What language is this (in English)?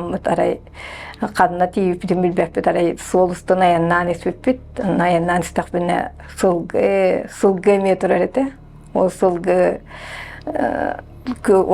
Yakut